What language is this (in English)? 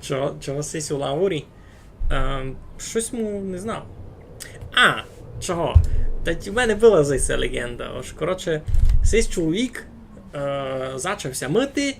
Rusyn